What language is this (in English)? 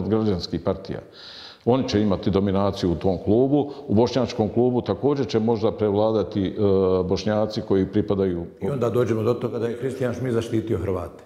Bosnian